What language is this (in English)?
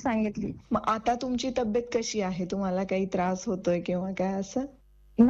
Marathi